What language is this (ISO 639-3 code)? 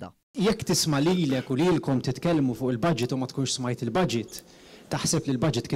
mlt